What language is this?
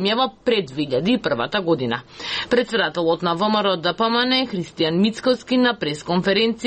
Macedonian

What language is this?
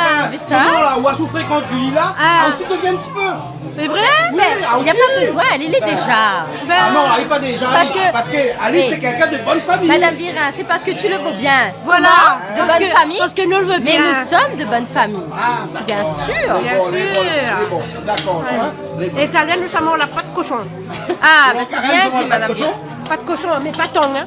Réunion Creole French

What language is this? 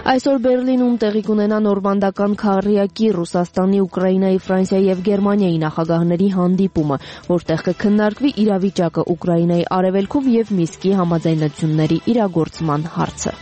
Armenian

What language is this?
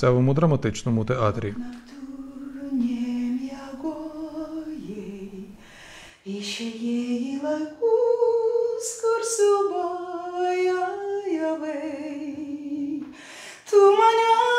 Ukrainian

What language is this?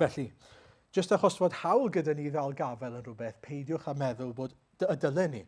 Welsh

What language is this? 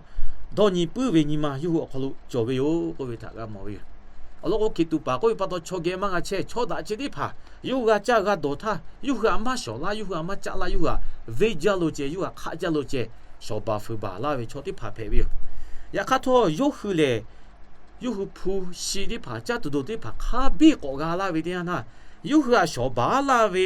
Lahu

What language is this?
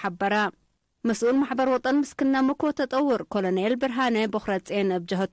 Tigre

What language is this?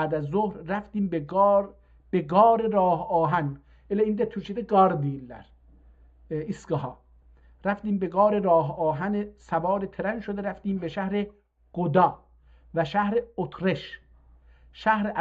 South Azerbaijani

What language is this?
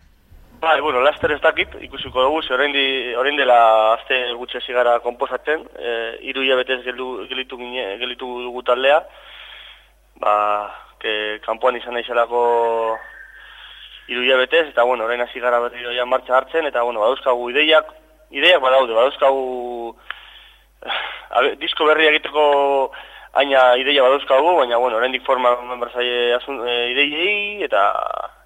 Basque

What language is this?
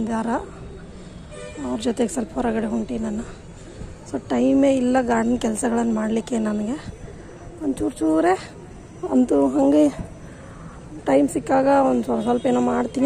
Kannada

